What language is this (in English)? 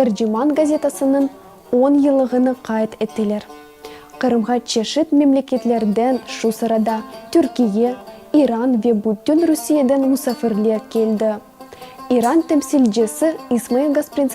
Crimean Tatar